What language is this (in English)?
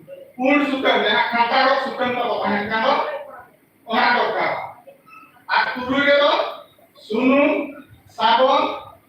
Santali